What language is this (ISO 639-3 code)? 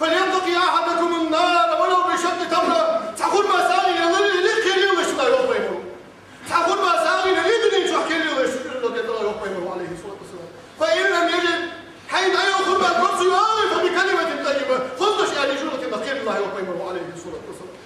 inh